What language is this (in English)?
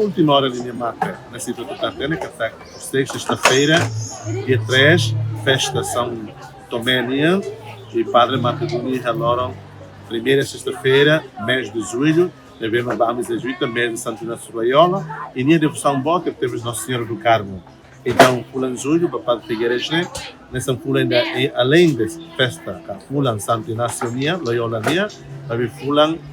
Tetum